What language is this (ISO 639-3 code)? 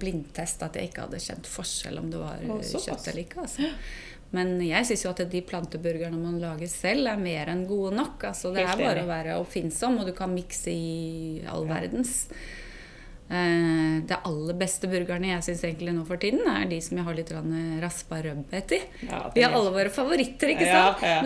nor